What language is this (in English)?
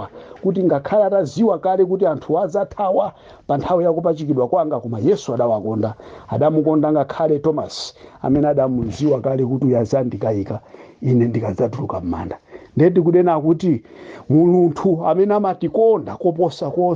Nyanja